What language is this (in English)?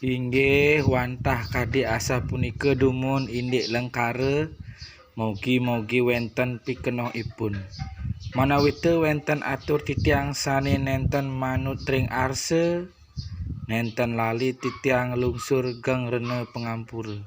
Balinese